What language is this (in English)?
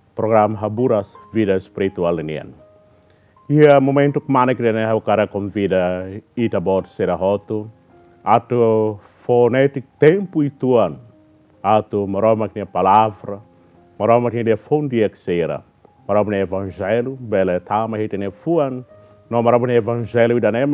Tetum